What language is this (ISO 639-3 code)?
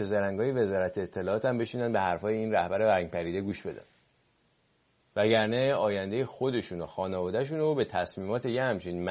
fas